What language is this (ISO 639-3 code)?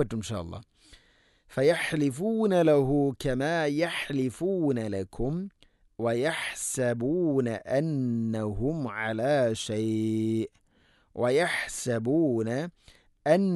mal